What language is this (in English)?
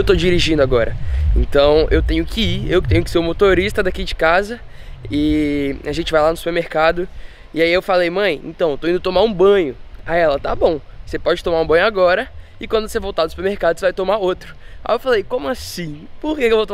Portuguese